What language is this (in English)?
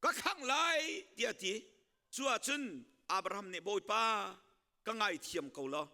Hakha Chin